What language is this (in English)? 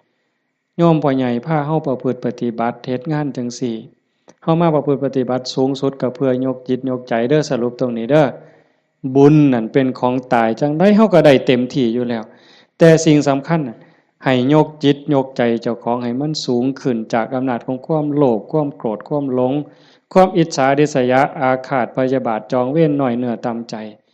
Northeastern Thai